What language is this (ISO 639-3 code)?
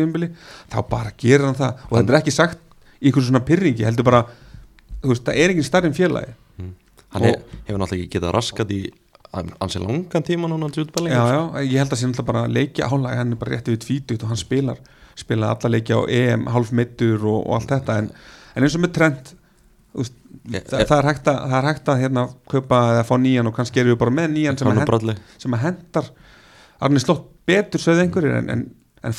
isl